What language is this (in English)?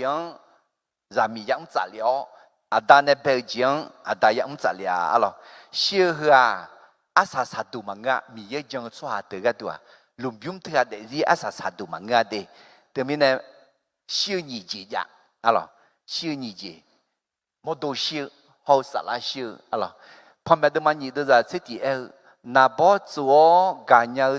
Akha